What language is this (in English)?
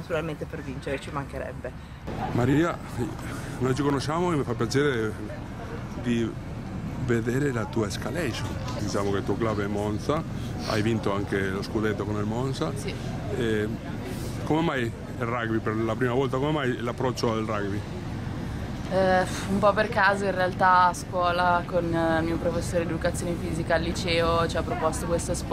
Italian